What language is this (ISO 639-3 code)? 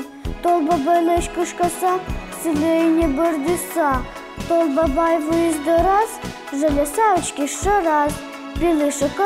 udm